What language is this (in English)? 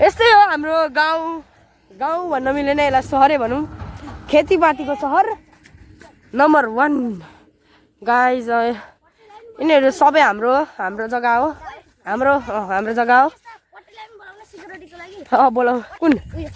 Nepali